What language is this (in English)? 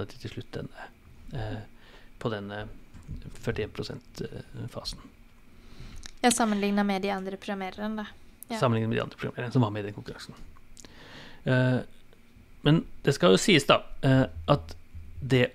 Norwegian